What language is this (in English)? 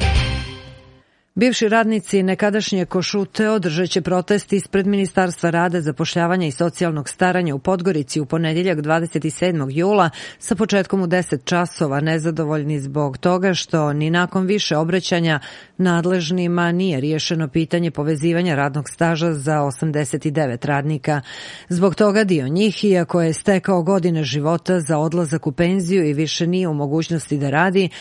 Serbian